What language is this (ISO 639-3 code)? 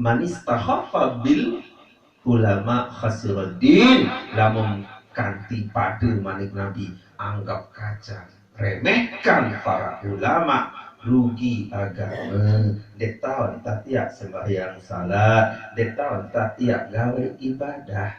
sas